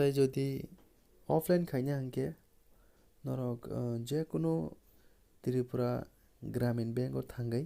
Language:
Kok Borok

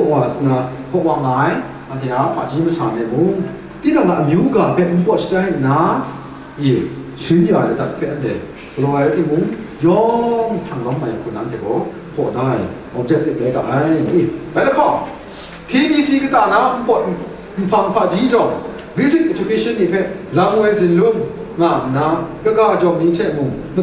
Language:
Kachin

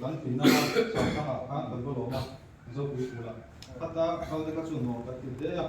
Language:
Mizo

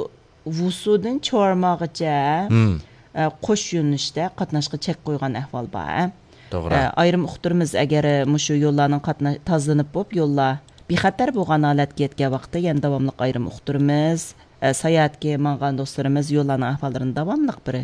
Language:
Uyghur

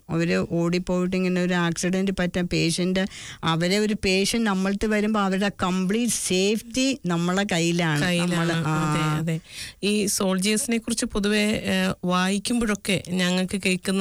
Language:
Malayalam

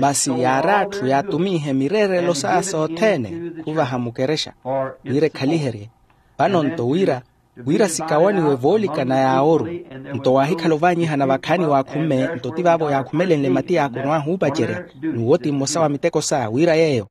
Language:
Makhuwa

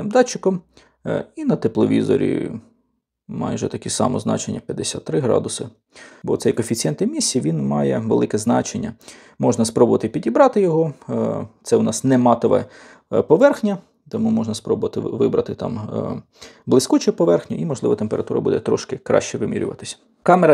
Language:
Ukrainian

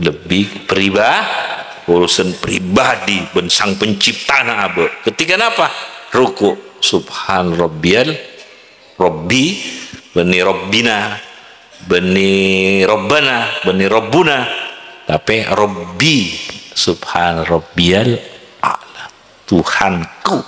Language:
Madurese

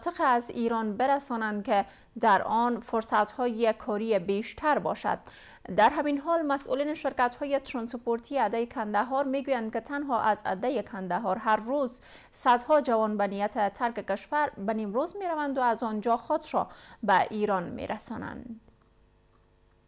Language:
Persian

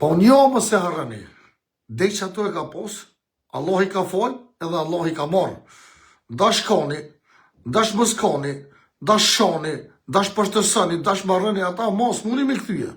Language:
Albanian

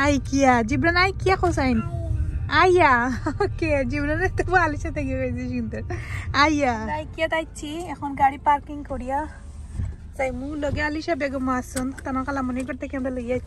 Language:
Sylheti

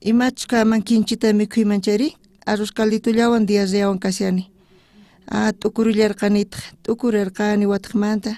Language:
South Bolivian Quechua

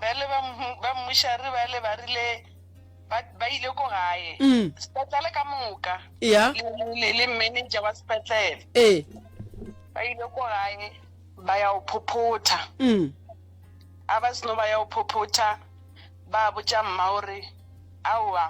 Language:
Northern Sotho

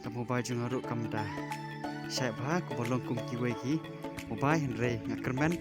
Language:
Khasi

